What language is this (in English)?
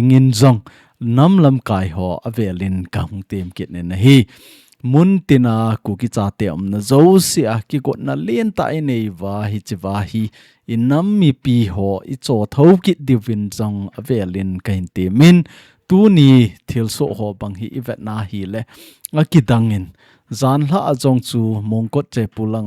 Thado Chin